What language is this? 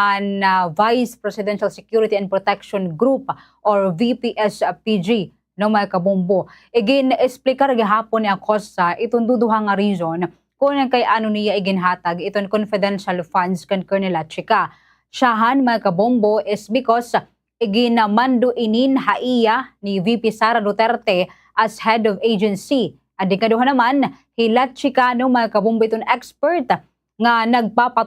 Waray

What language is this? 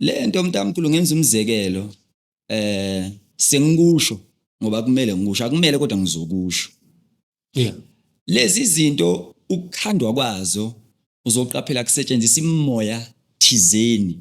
Zulu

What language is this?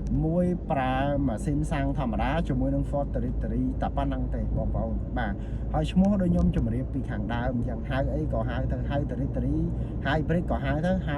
Khmer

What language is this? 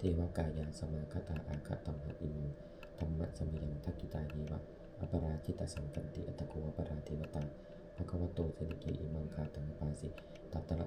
Pali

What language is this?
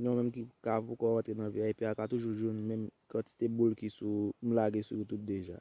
Haitian Creole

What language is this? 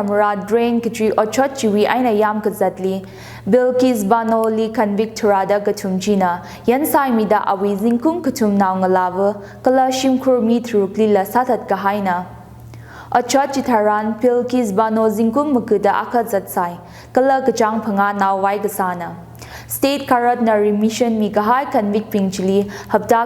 Tangkhul Naga (India)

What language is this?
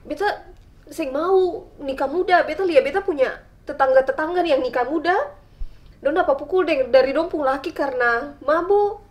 Ambonese Malay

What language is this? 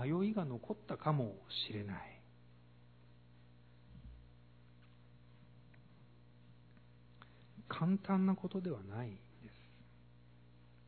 Japanese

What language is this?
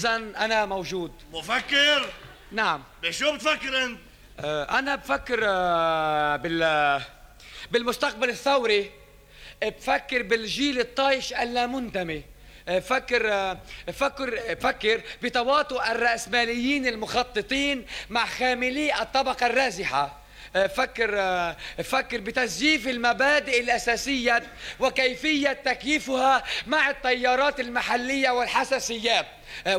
North Levantine Arabic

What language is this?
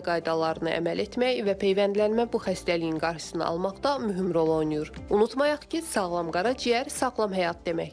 Azerbaijani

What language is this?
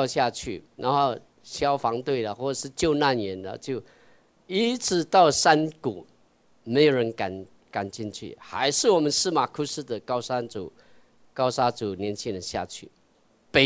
Chinese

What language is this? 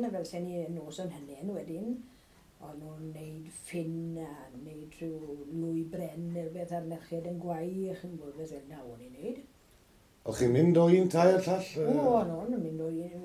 Welsh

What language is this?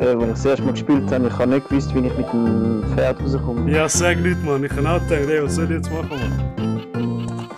Swiss German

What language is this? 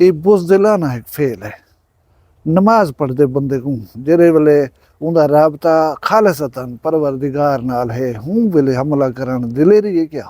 Saraiki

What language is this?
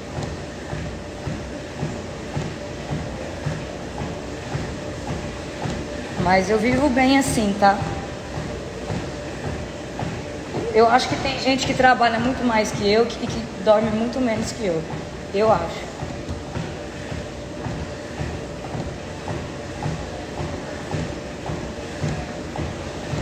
Portuguese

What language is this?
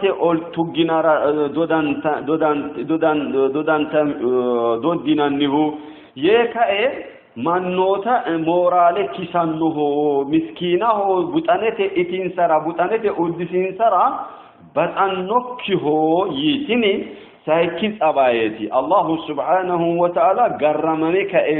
Sidamo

